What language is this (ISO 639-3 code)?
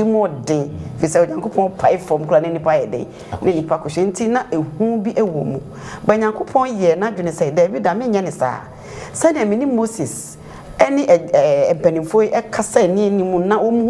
aka